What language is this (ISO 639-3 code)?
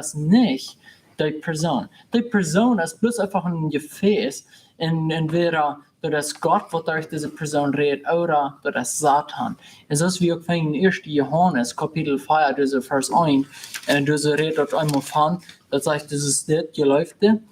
pdt